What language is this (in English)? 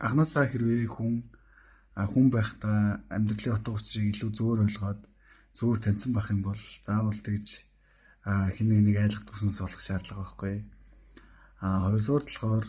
Mongolian